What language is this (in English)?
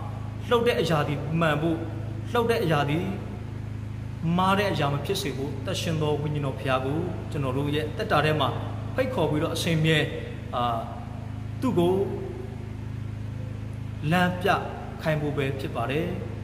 Burmese